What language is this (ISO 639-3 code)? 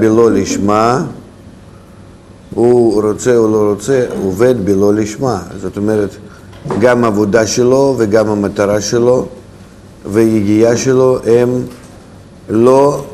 heb